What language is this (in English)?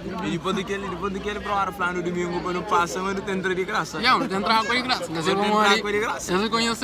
Kabuverdianu